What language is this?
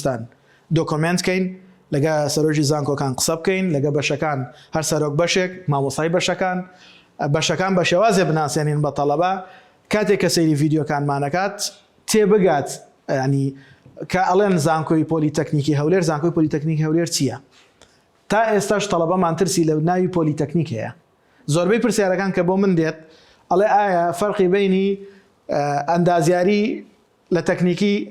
Central Kurdish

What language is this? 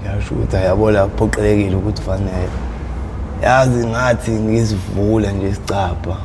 Zulu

